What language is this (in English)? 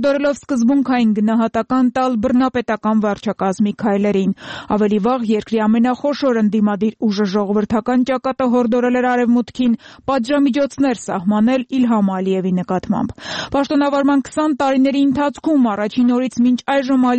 Armenian